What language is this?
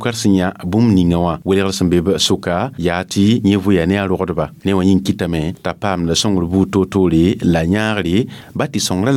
Mossi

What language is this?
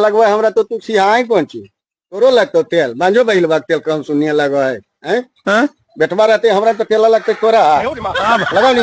Magahi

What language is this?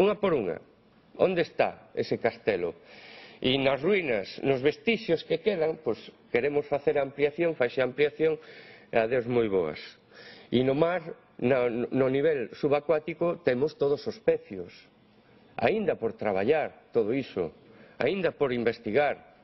Galician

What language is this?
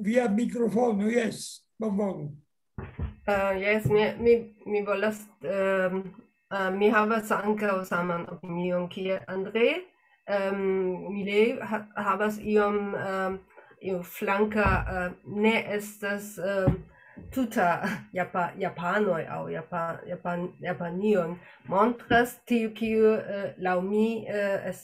Esperanto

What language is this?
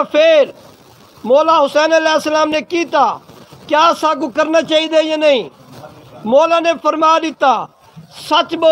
Saraiki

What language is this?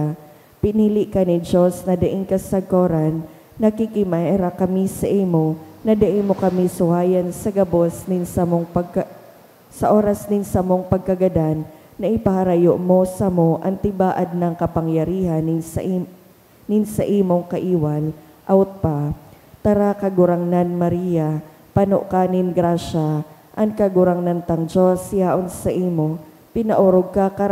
Bikol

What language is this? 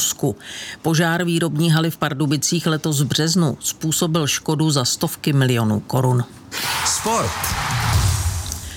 Czech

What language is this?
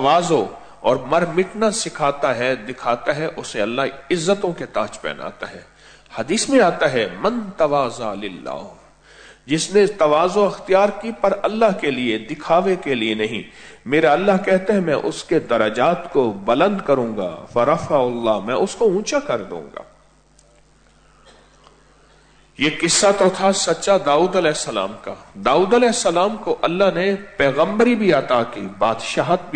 Urdu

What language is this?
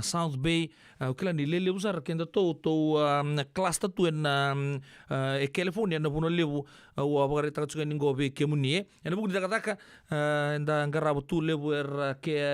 Fijian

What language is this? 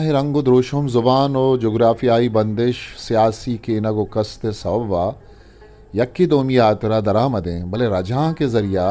Eastern Balochi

